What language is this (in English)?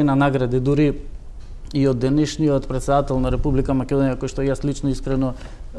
Macedonian